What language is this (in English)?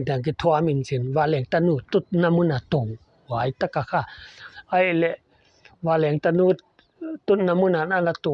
Paite Chin